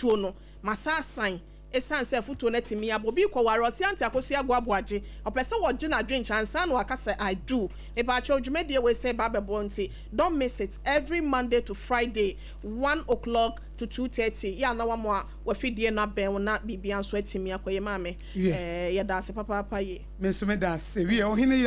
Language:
Akan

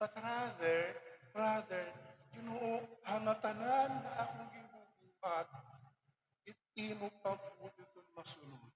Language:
Waray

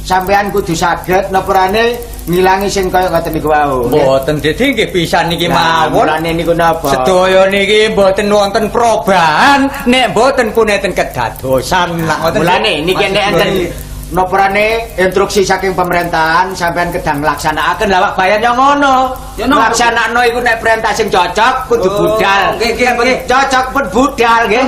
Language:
Javanese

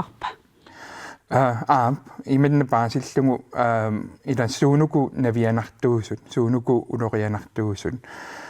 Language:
Kalaallisut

